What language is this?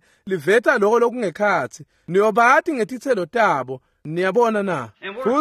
Swati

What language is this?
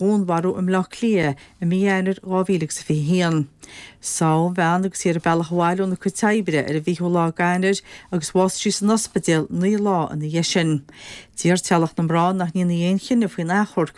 Irish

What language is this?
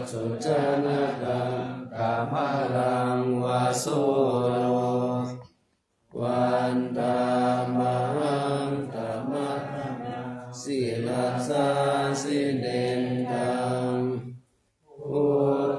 Pali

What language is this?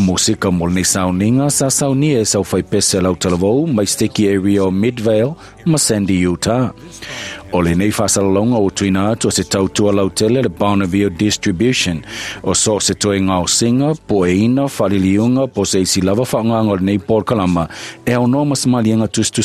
Samoan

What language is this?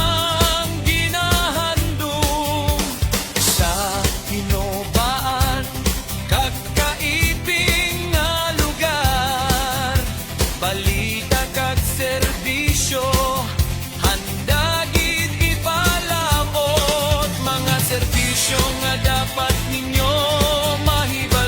Hiligaynon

